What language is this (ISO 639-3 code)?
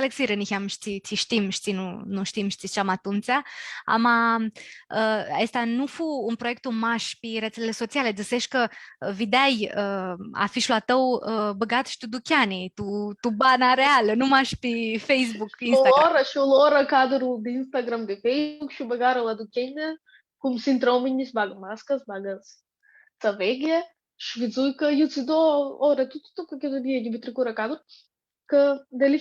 rup